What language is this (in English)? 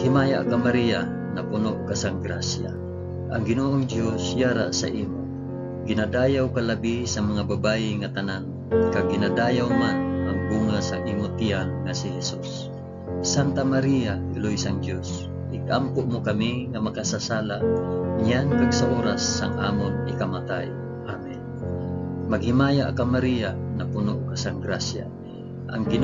Hiligaynon